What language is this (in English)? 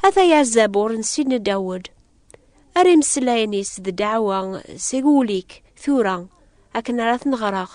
Kabyle